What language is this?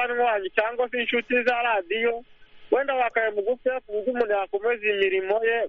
Kinyarwanda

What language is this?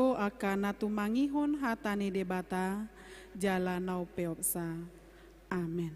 Batak Toba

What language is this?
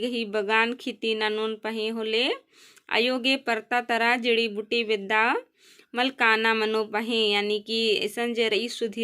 Kurukh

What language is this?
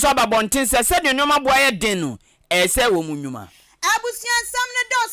Akan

